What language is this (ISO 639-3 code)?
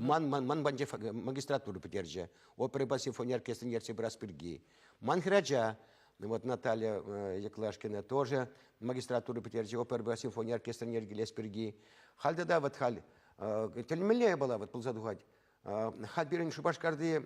chv